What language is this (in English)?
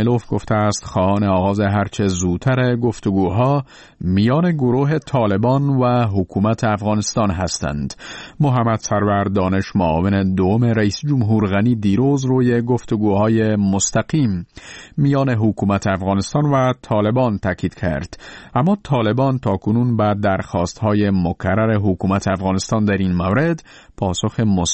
Persian